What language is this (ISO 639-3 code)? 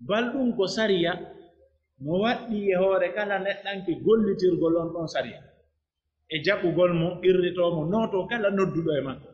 fuf